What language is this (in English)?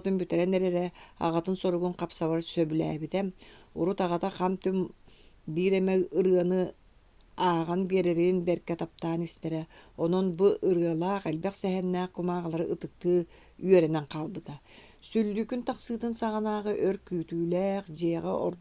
Yakut